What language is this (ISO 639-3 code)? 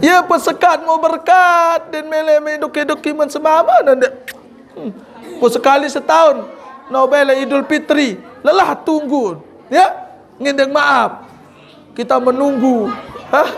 sas